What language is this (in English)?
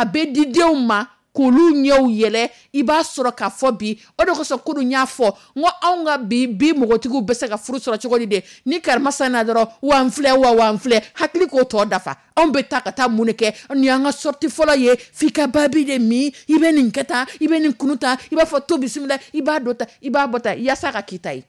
Dyula